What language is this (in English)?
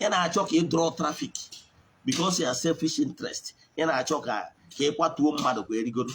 Igbo